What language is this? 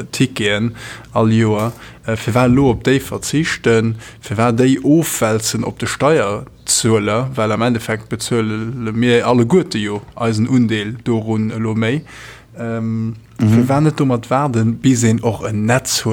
Luxembourgish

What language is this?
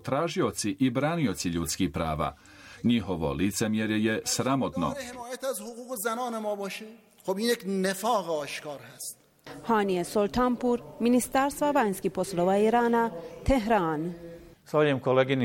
Bosnian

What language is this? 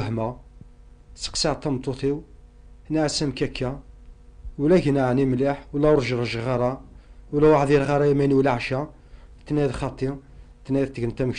Kabyle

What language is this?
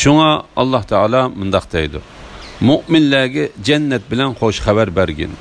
Uyghur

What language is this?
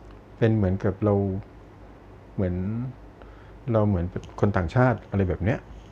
Thai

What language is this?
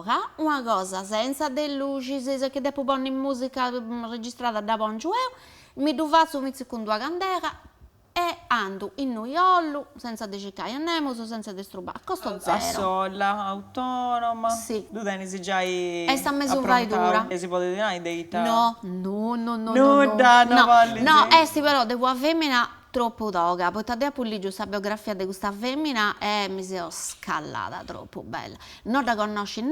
Sardinian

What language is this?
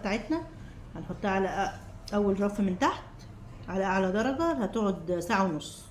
Egyptian Arabic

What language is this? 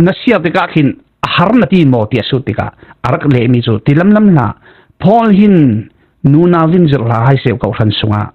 Falam Chin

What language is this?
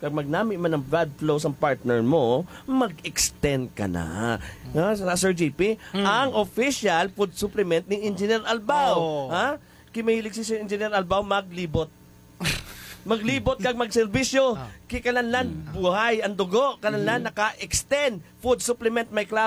Hiligaynon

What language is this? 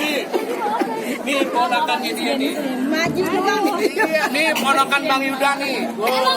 Betawi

